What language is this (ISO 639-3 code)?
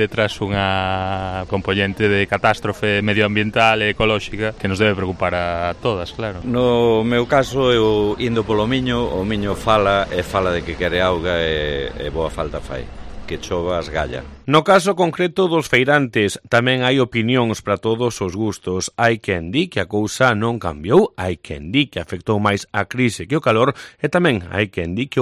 glg